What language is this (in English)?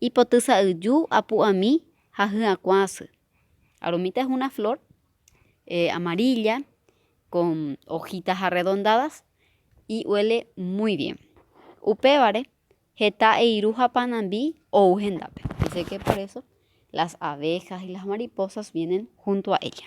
Guarani